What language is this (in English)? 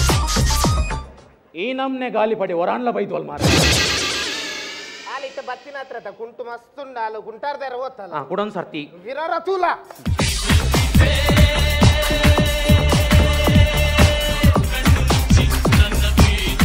Tulu